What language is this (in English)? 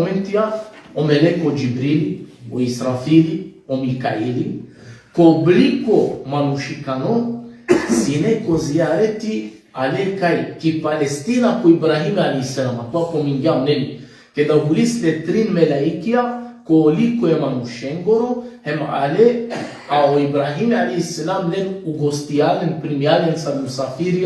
Balkan Romani